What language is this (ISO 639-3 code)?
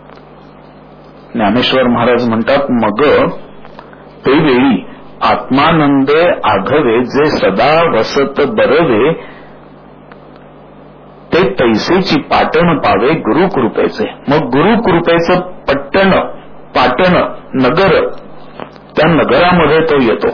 mar